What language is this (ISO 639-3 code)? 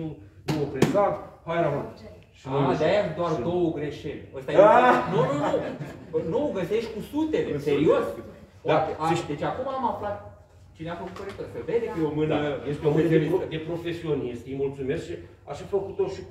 ron